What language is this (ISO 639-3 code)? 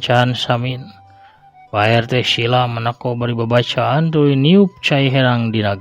sun